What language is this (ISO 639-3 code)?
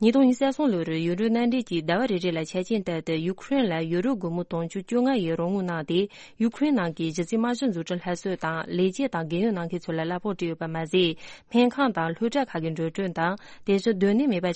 bod